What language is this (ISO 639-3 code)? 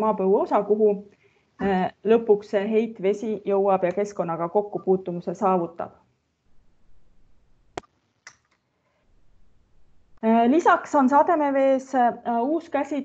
est